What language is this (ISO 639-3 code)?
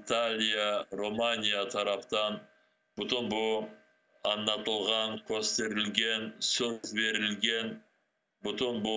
crh